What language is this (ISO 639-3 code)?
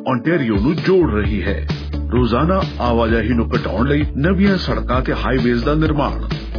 pan